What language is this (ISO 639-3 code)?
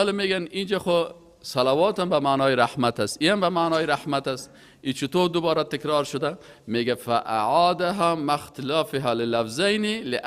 fas